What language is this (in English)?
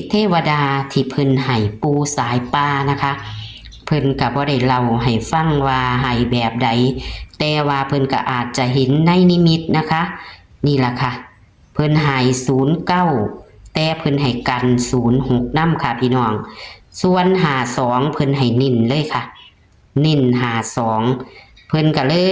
Northeastern Thai